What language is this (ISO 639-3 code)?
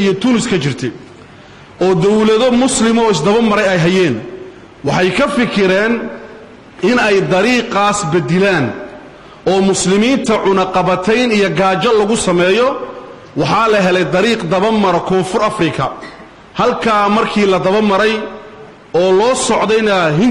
som